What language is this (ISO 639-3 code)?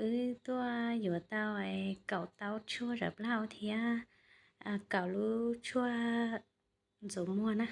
hmn